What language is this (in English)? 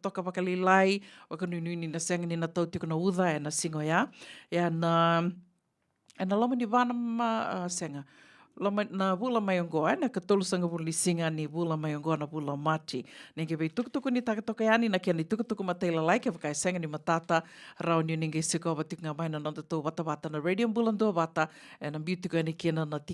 Fijian